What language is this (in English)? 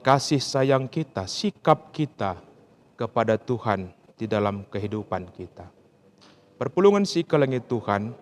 Batak Karo